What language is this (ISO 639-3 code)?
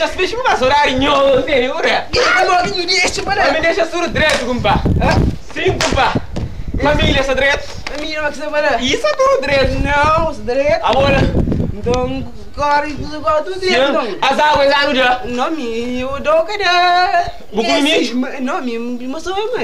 kea